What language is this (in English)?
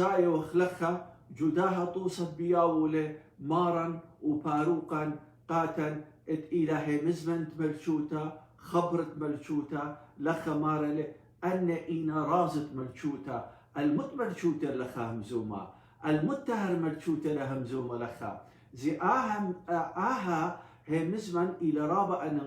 Assyrian Neo-Aramaic